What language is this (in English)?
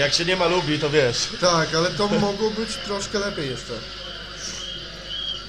Polish